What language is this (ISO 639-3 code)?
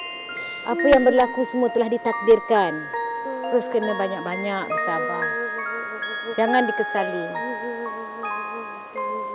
msa